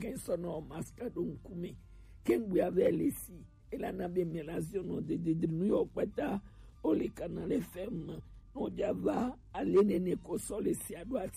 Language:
Gen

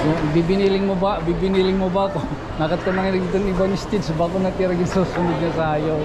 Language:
Waray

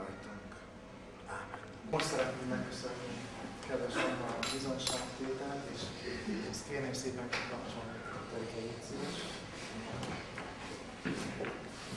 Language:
Hungarian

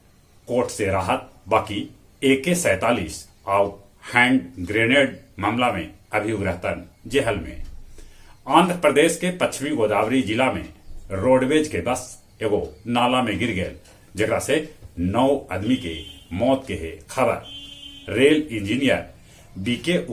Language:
Magahi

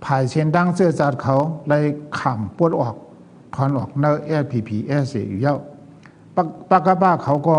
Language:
Shan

